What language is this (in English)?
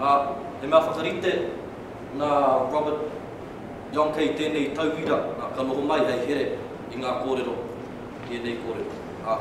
Māori